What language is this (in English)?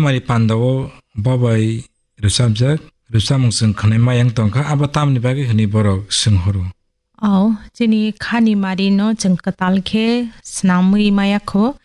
Kok Borok